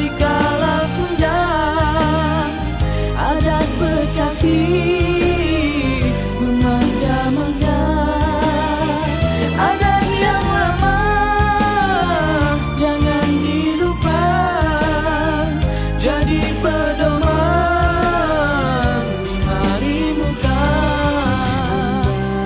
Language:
Malay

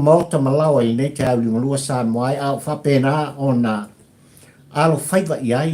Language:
Samoan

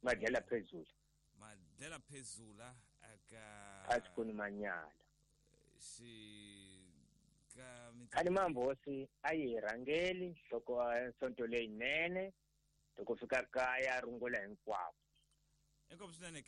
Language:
Tsonga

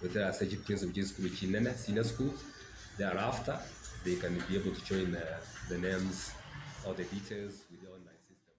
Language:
Gusii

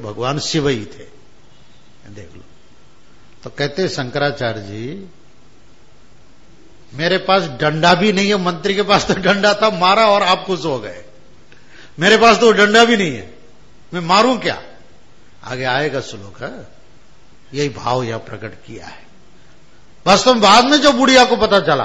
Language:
Hindi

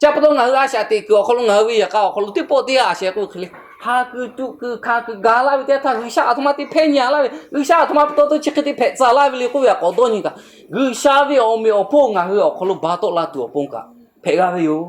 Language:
Lahu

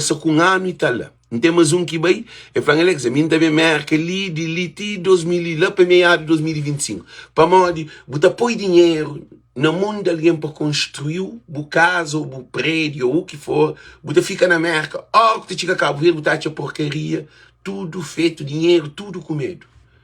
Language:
Kabuverdianu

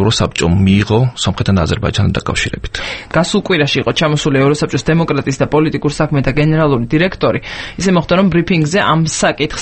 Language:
Georgian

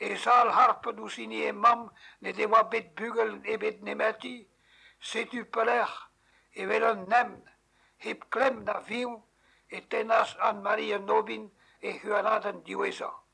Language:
Breton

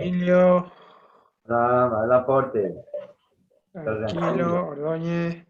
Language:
Guarani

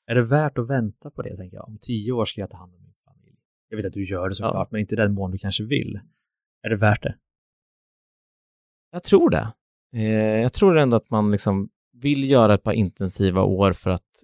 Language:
Swedish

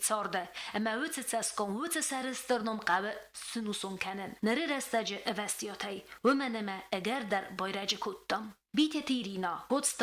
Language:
Ossetic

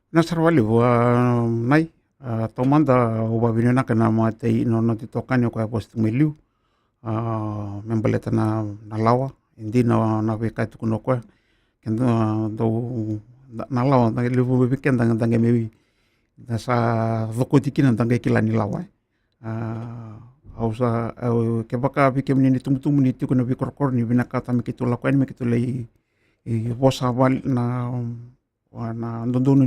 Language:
Fijian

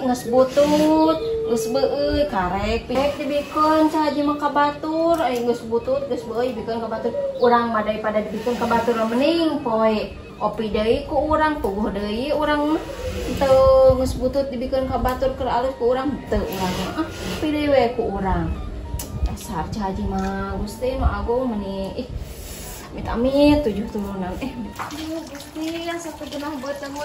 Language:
Sundanese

